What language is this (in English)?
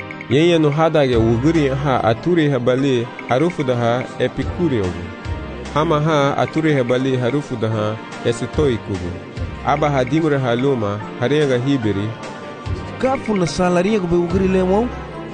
Garifuna